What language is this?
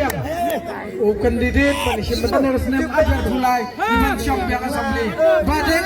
Khasi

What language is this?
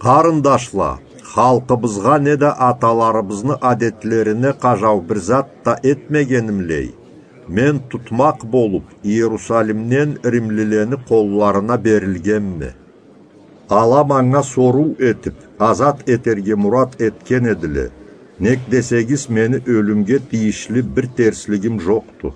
Karachay-Balkar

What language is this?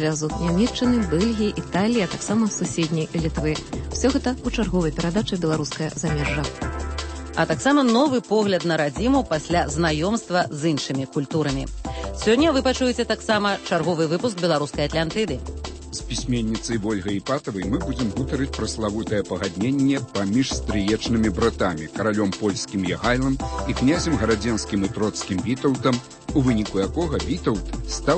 Belarusian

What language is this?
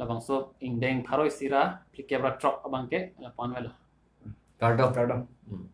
Karbi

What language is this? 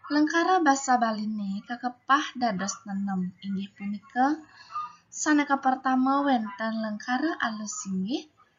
Balinese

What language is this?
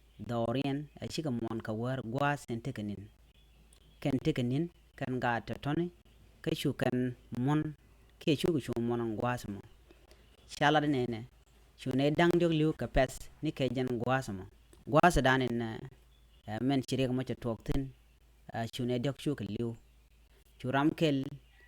Nuer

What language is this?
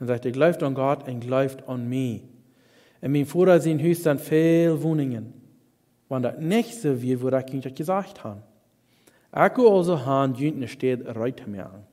Plautdietsch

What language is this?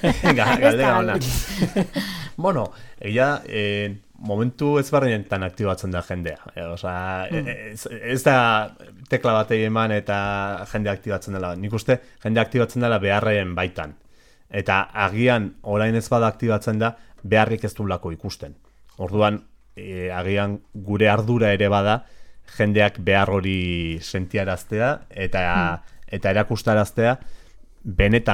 Basque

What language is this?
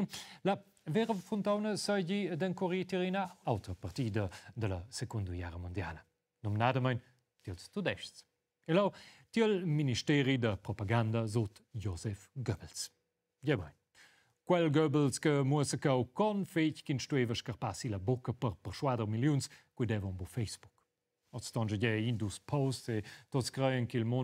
Romansh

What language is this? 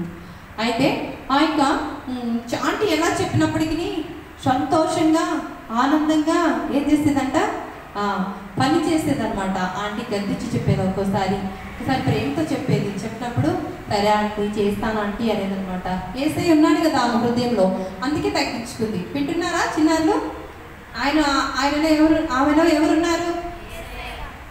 Telugu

